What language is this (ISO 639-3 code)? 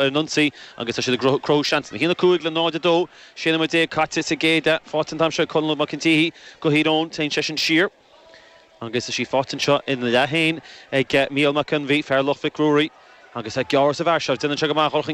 gle